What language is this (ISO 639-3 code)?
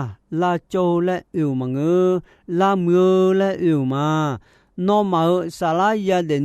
ahk